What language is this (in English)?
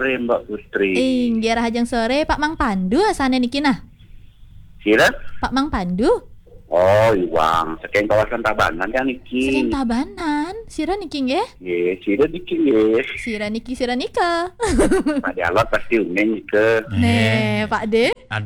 Balinese